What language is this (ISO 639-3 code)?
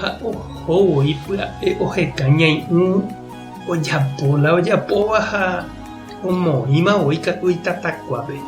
grn